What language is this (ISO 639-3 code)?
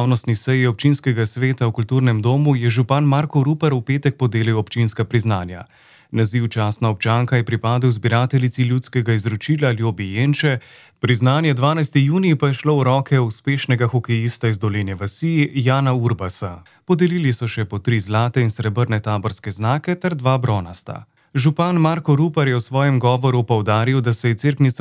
slv